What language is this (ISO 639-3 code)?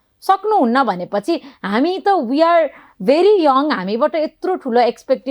nep